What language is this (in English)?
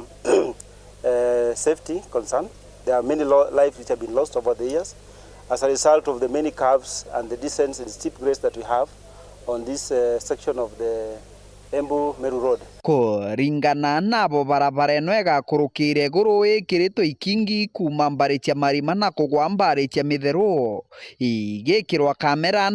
Meru